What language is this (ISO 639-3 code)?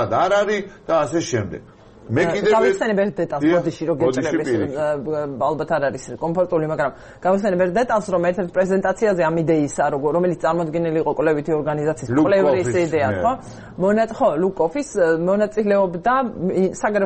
kat